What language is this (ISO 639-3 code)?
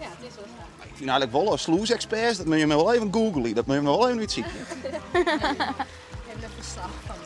fry